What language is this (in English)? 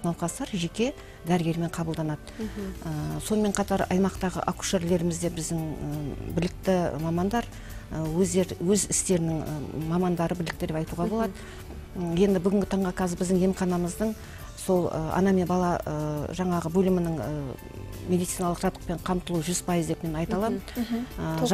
Kazakh